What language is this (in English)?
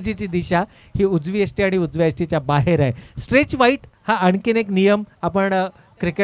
Marathi